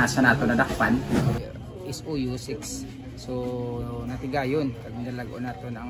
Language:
Hiligaynon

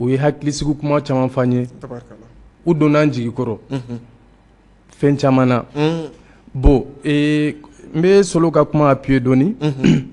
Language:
Bambara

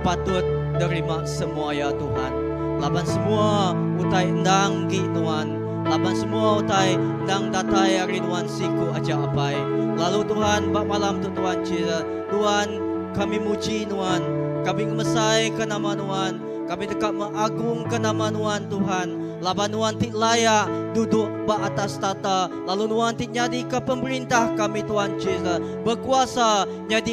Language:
Iban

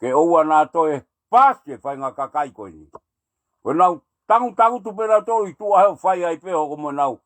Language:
Tongan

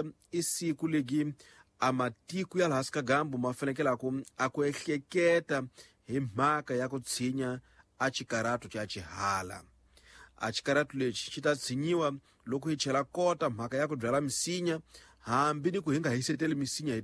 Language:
Tsonga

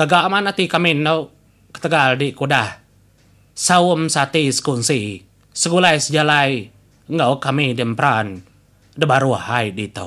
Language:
Iban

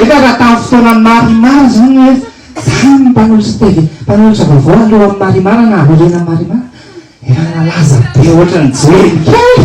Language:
Malagasy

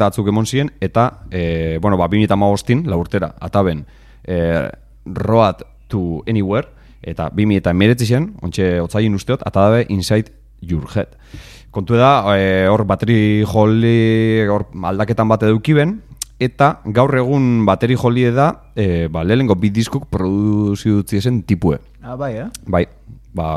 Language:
Basque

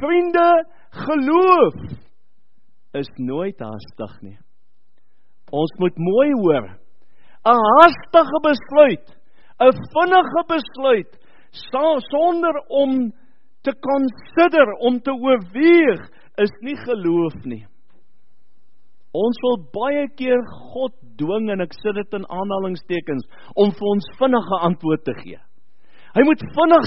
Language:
Afrikaans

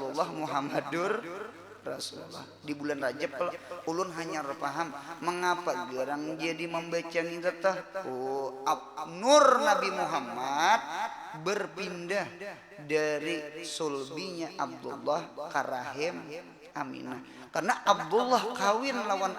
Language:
Banjar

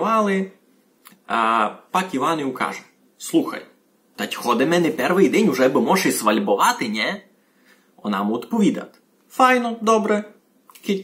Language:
Rusyn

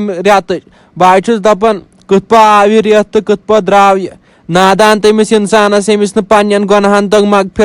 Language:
Kashmiri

